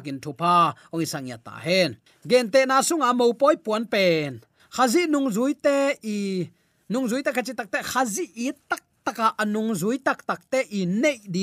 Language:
Tedim Chin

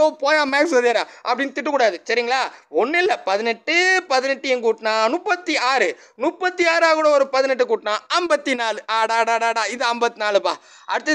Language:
Tamil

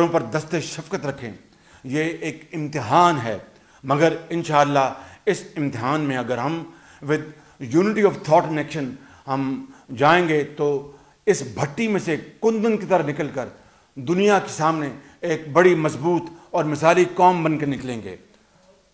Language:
Urdu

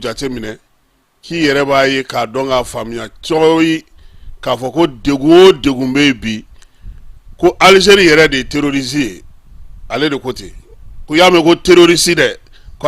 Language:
Bambara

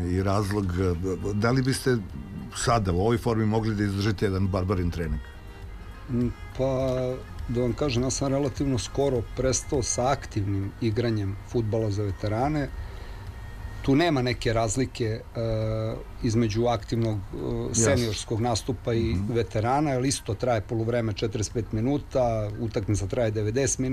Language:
Serbian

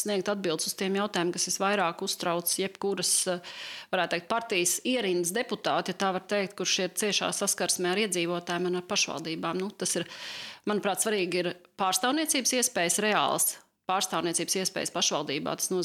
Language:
Latvian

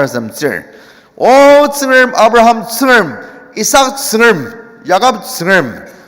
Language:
Ao Naga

